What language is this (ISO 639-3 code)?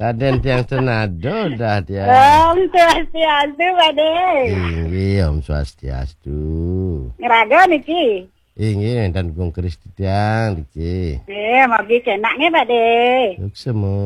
ban